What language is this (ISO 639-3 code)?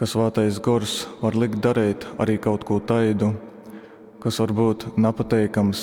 ltg